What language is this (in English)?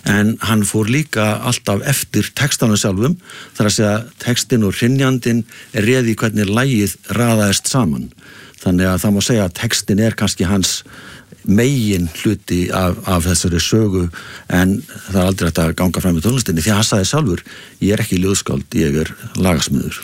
Icelandic